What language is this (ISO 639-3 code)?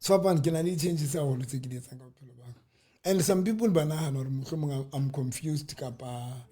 sot